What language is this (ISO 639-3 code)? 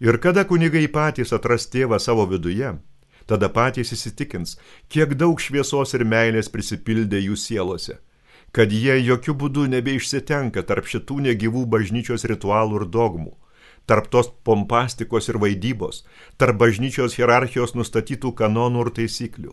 lit